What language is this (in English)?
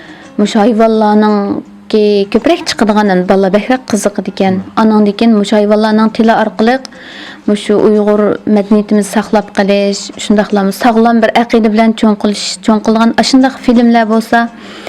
Uyghur